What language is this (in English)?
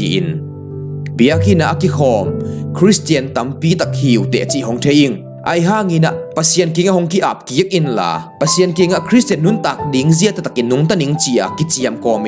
Tedim Chin